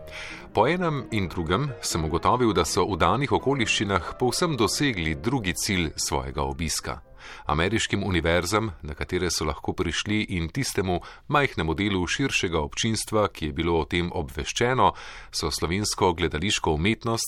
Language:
Slovenian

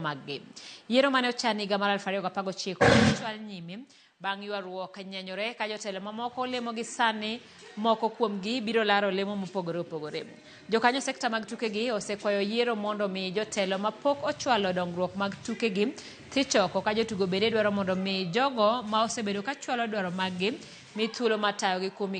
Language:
Luo (Kenya and Tanzania)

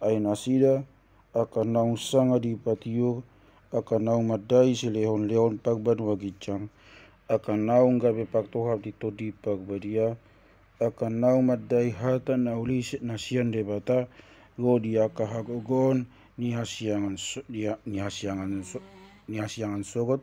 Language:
Batak Toba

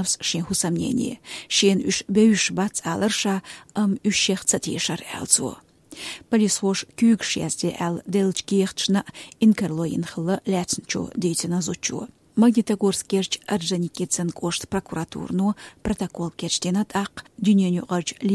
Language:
Chechen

